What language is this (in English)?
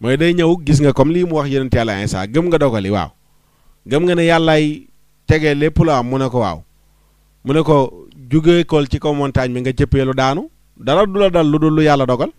Wolof